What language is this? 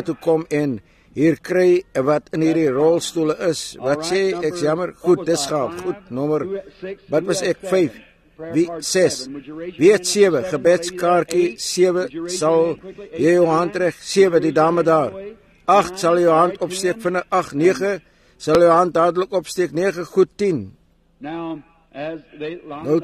Afrikaans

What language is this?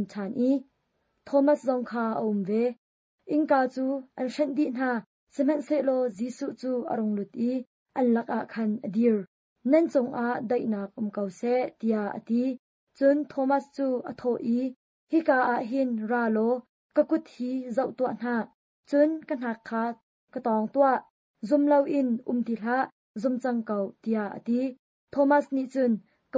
Hakha Chin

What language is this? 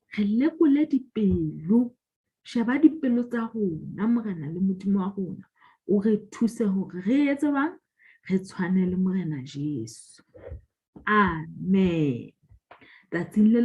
Southern Sotho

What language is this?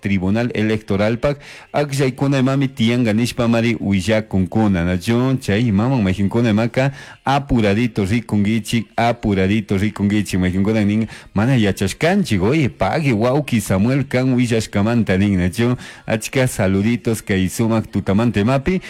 Chimborazo Highland Quichua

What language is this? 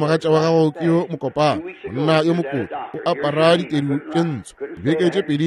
Northern Sotho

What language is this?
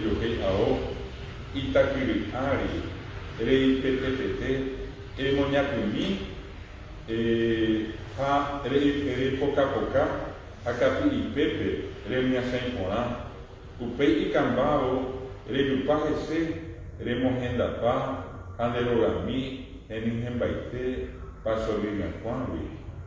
Guarani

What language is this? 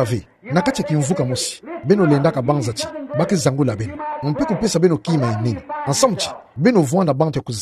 Kituba (Democratic Republic of Congo)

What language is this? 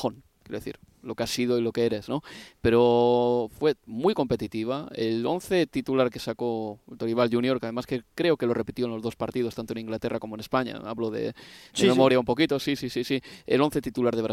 Spanish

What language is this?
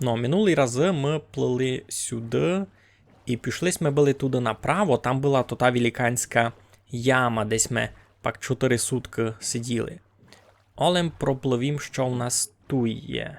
Rusyn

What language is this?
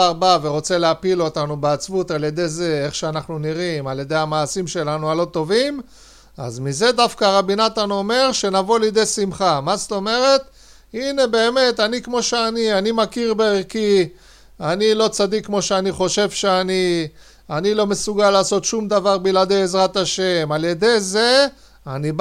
Hebrew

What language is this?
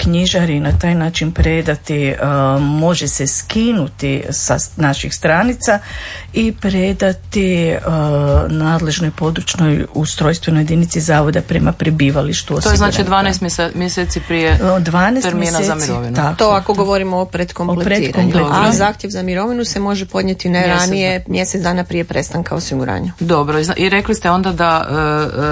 Croatian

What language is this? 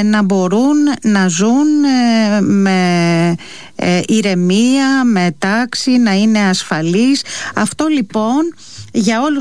Greek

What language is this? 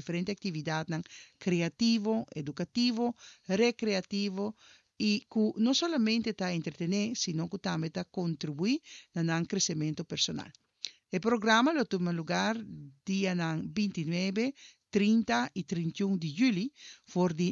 Papiamento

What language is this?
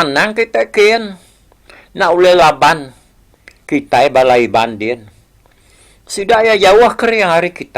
Iban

